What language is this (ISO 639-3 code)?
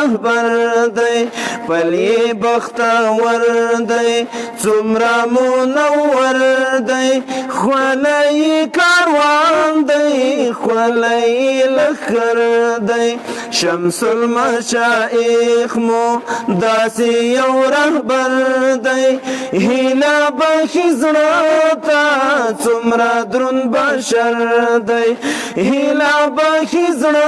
pus